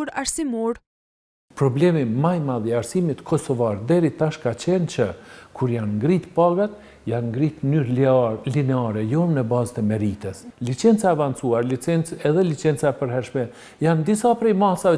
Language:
Albanian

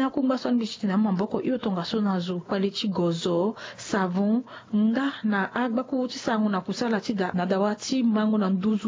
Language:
Sango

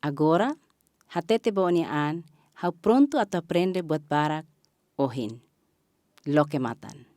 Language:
Tetum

